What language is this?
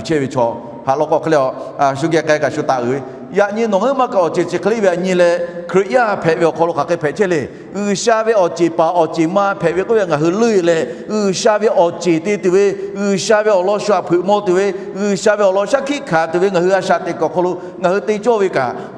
Lahu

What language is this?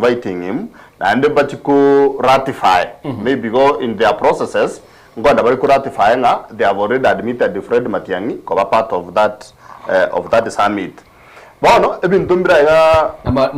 Gusii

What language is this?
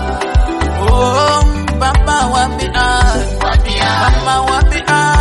Swahili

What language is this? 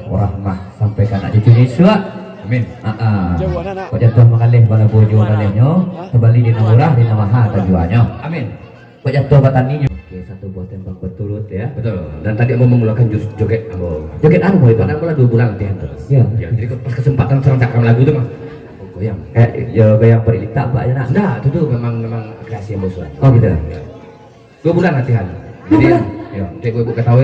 Minangkabau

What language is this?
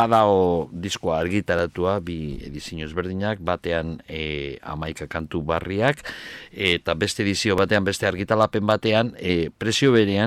Basque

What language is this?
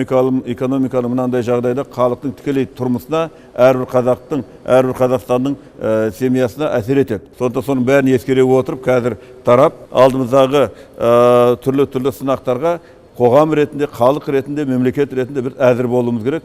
Kazakh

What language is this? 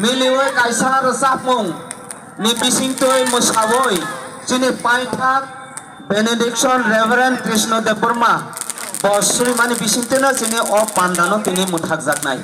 Kok Borok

